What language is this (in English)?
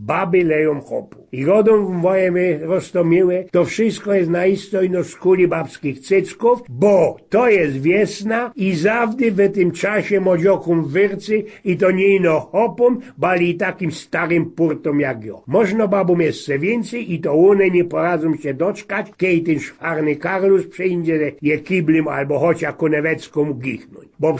Silesian